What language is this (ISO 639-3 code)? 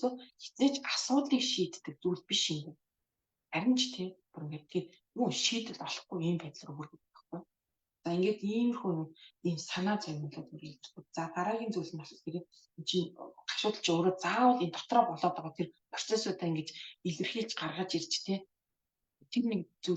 mon